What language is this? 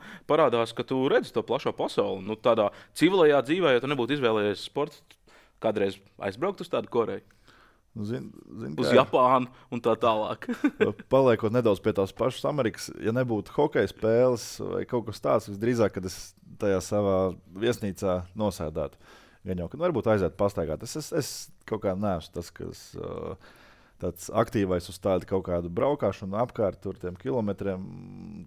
Latvian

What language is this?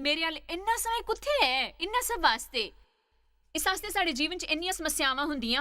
Dogri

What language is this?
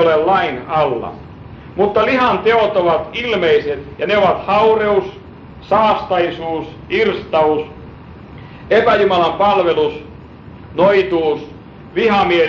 Finnish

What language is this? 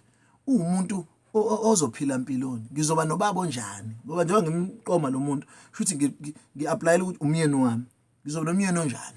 Zulu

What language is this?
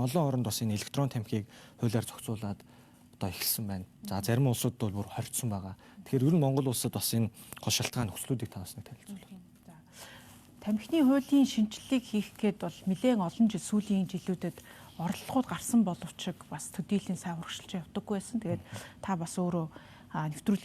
Mongolian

